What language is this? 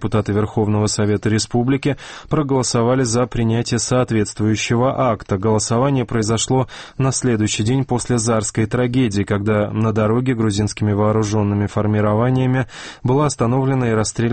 Russian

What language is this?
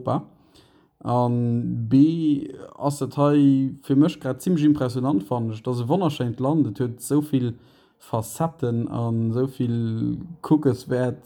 Luxembourgish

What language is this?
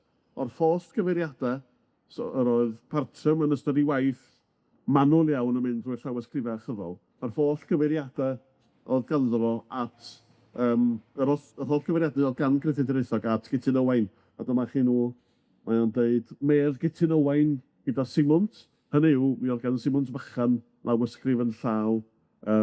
Welsh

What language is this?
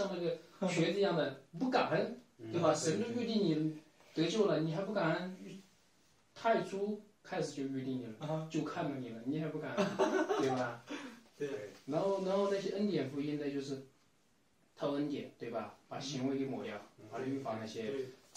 Chinese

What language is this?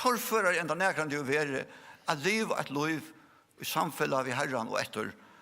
Faroese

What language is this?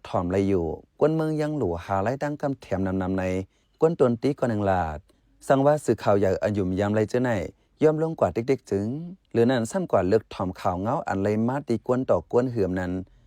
Shan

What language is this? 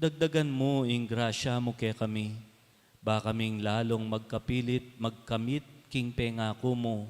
Pampanga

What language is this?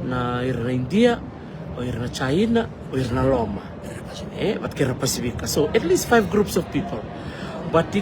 Fijian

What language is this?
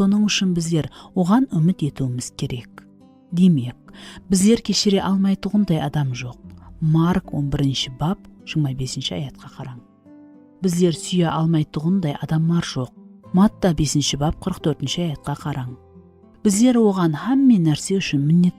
Kara-Kalpak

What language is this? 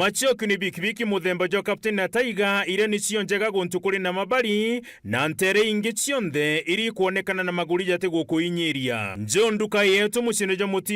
Meru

